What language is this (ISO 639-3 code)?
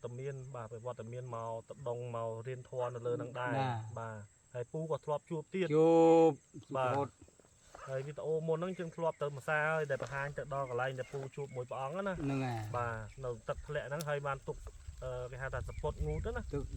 khm